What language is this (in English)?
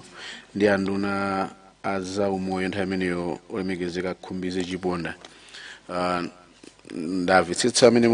Nyanja